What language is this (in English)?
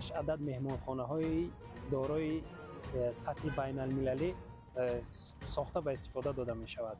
Tajik